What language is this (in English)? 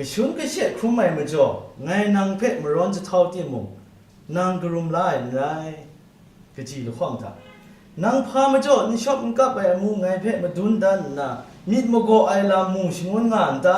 Kachin